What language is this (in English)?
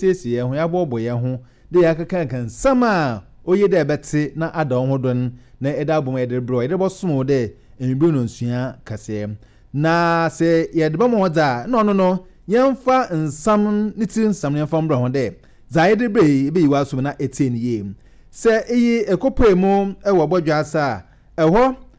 Akan